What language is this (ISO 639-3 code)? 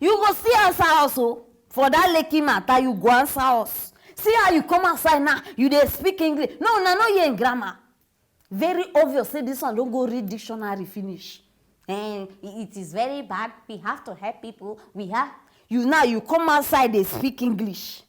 pcm